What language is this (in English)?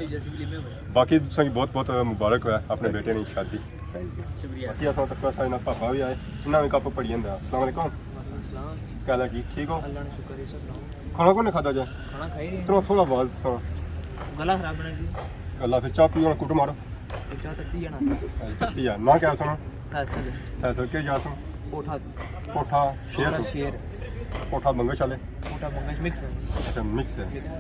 Pahari-Potwari